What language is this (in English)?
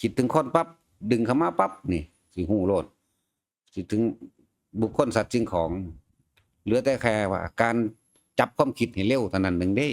Northeastern Thai